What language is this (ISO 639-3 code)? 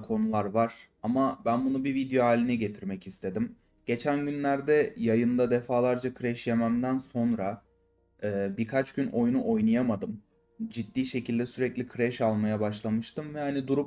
tur